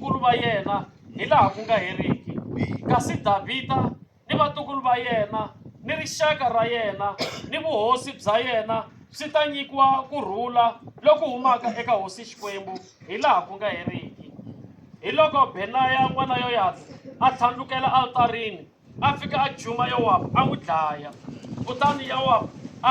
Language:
Tsonga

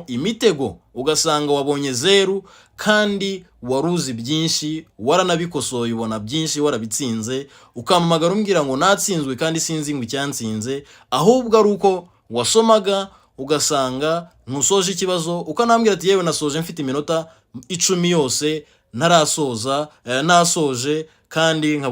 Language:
Kinyarwanda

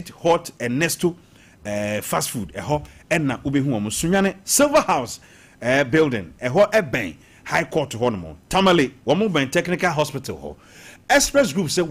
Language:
Akan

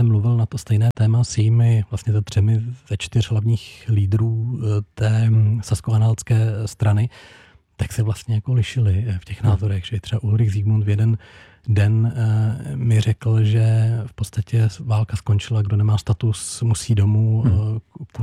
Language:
Czech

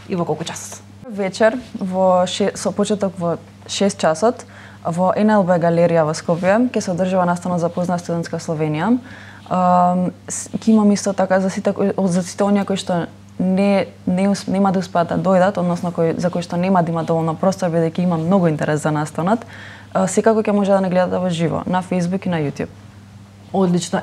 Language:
Macedonian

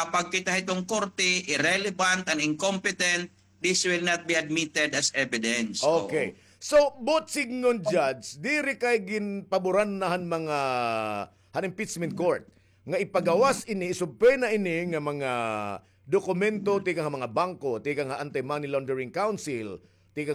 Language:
Waray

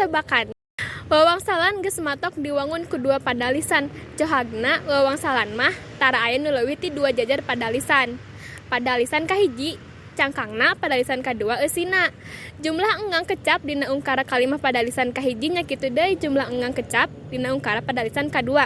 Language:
Sundanese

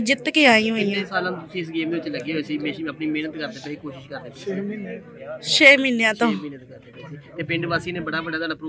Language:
Punjabi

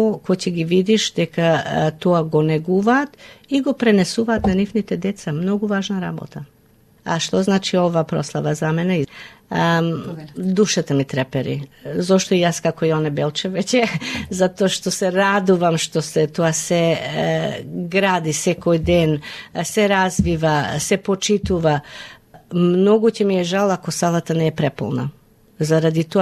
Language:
Macedonian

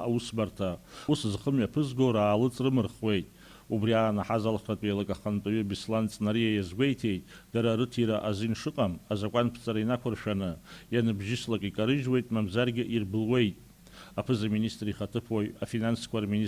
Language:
Abkhazian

